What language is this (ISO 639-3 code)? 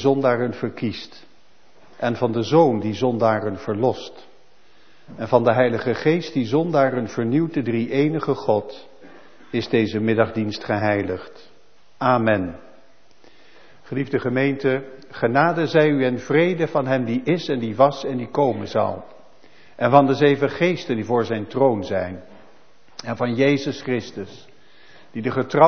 nld